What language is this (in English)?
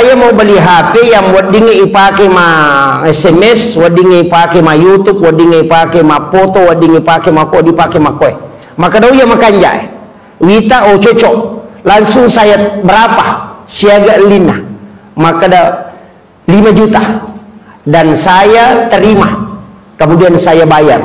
Buginese